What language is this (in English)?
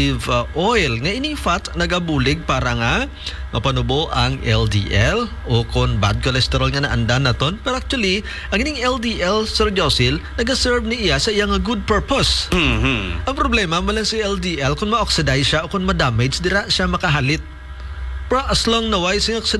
Hiligaynon